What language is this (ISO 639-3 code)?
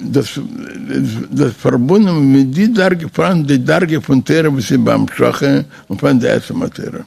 yid